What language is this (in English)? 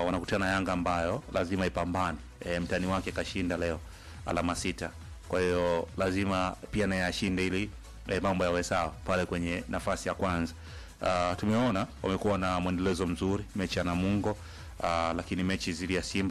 Swahili